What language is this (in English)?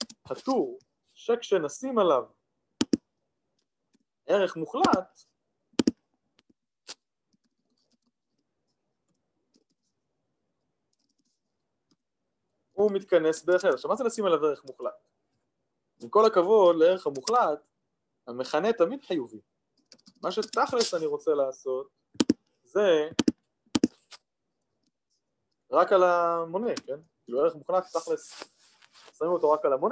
Hebrew